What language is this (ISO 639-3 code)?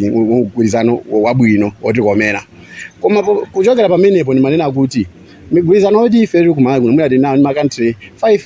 nya